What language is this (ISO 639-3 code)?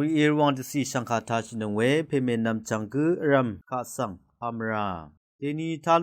raw